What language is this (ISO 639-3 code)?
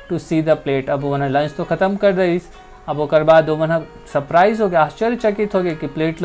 hne